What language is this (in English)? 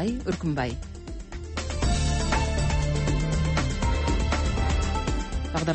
Kazakh